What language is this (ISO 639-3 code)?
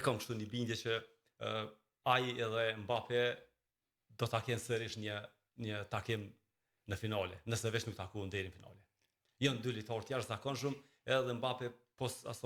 sqi